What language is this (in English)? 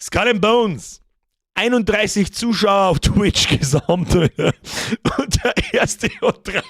Bavarian